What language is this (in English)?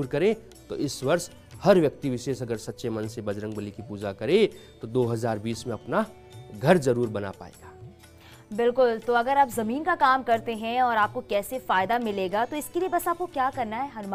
Hindi